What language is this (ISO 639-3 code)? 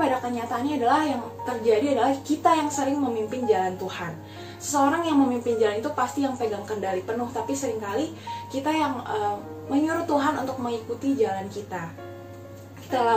ind